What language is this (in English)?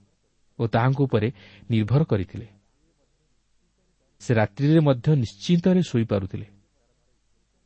Odia